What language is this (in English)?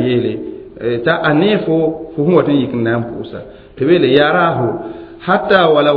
Mossi